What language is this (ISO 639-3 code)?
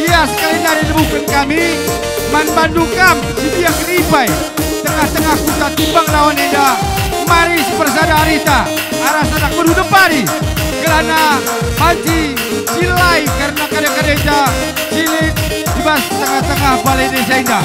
btx